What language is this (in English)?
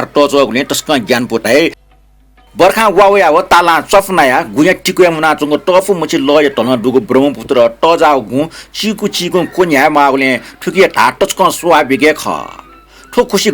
Newari